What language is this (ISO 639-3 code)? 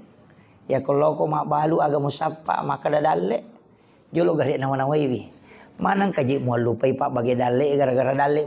bug